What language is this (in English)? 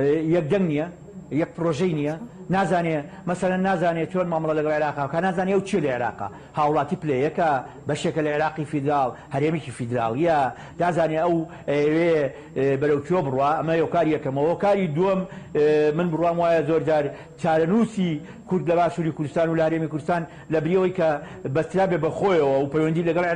Central Kurdish